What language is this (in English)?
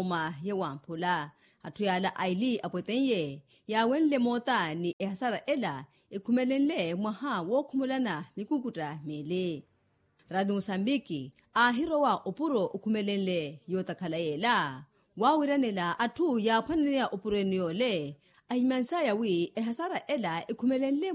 Makhuwa